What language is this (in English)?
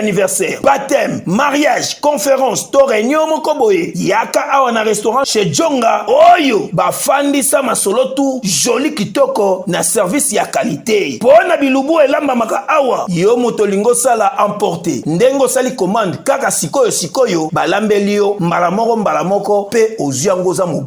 Lingala